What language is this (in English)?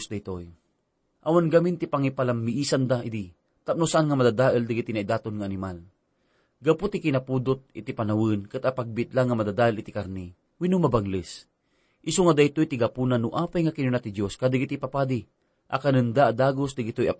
Iloko